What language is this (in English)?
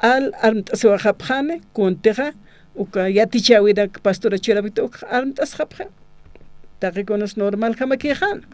Aymara